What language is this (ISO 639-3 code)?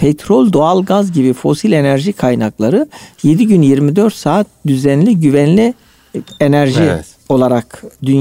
tur